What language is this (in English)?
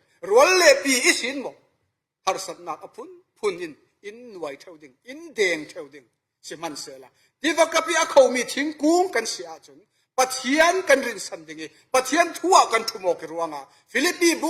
Falam Chin